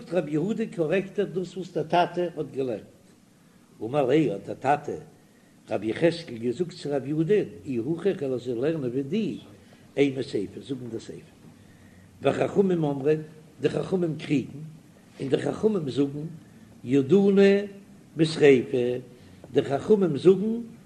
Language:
Yiddish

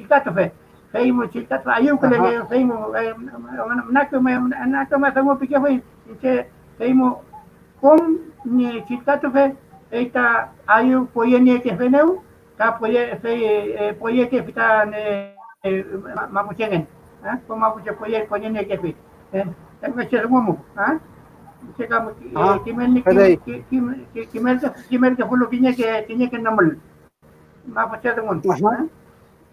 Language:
Mapuche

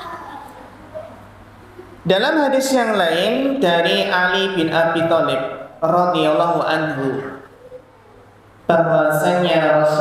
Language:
Indonesian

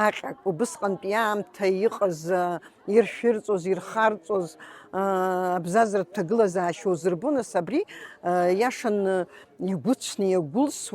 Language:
Abkhazian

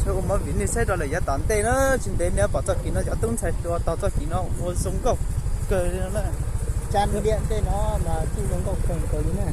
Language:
Hmong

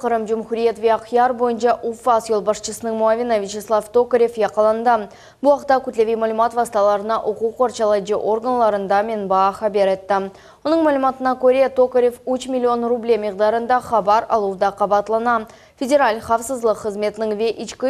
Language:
Crimean Tatar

